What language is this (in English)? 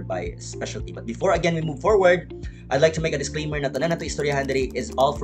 Cebuano